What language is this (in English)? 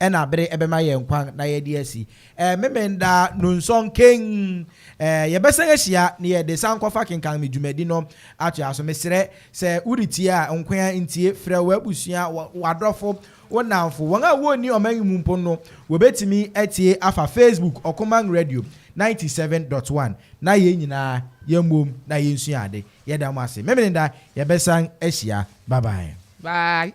Akan